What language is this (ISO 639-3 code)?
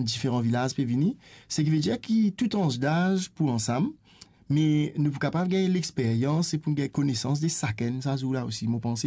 mfe